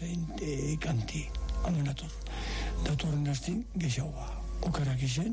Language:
Basque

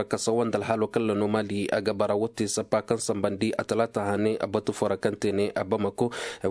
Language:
Zarma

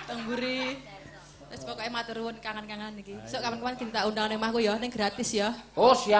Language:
Javanese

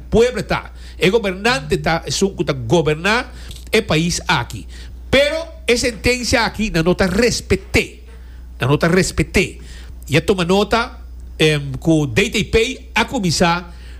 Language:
Papiamento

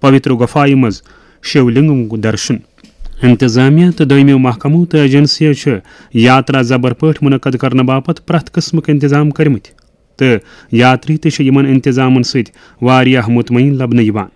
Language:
Kashmiri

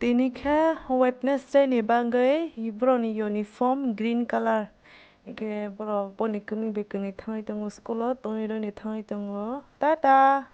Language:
Kok Borok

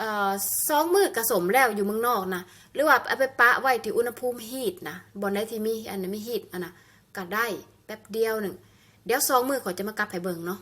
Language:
Lao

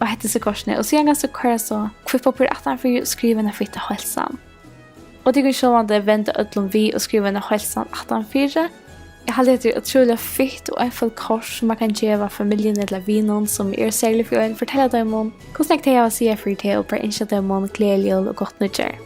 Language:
Faroese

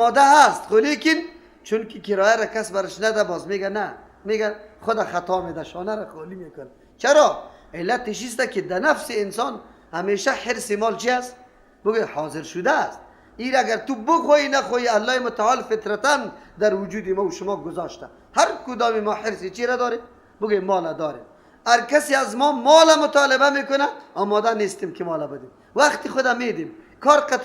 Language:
Persian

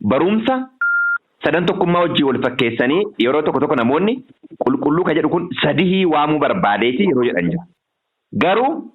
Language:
Oromo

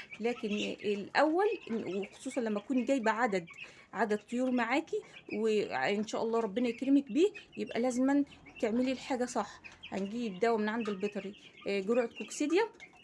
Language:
Egyptian Arabic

